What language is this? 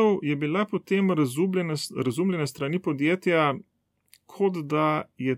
Slovenian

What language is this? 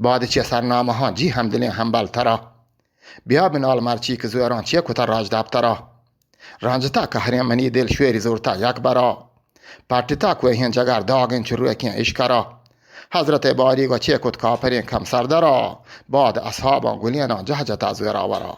Eastern Balochi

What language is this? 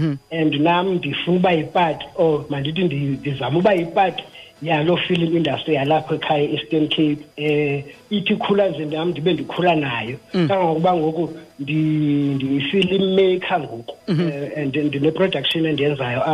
Xhosa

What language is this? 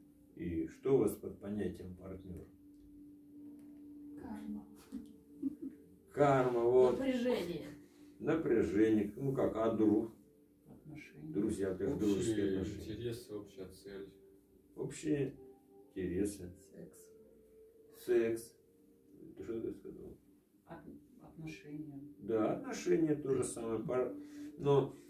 Russian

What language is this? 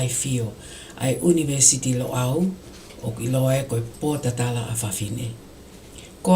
Tongan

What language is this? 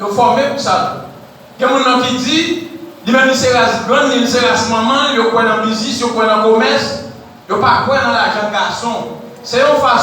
Haitian Creole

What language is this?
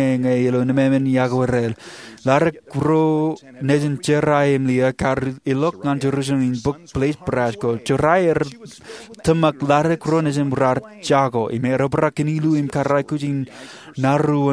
Marshallese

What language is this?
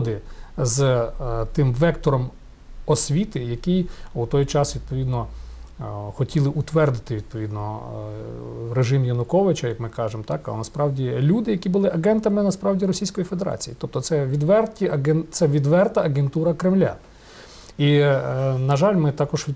Ukrainian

